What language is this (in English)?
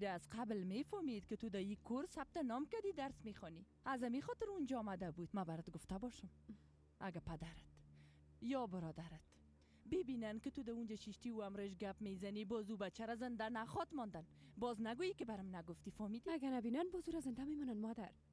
Persian